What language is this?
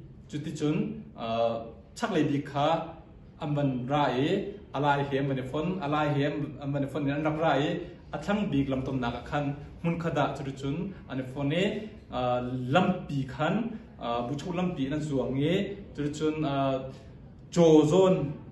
Hakha Chin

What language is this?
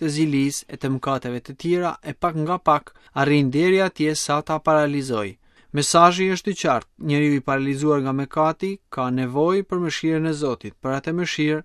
Albanian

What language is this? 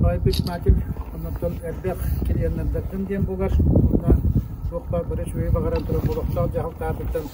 Yakut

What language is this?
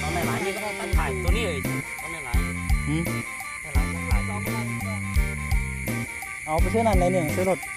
Lao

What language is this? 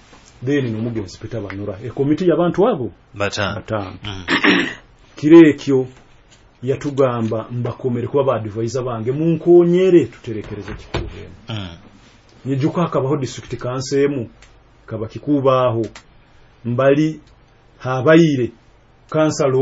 Nyoro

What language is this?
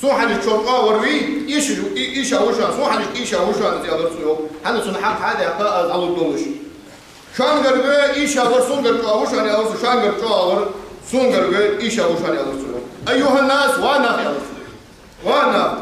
Ingush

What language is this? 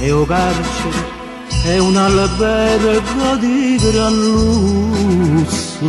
Neapolitan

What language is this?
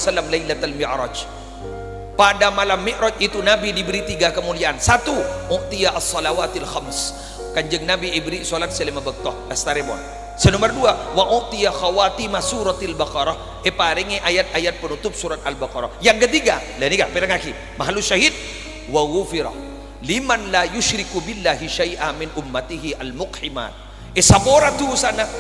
Madurese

